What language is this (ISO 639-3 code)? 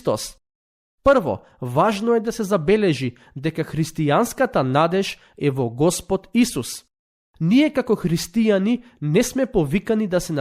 mkd